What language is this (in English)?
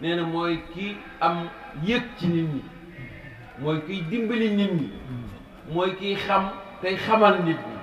Wolof